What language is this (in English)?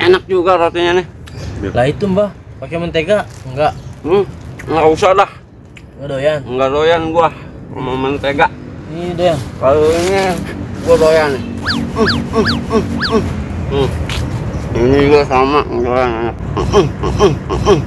Betawi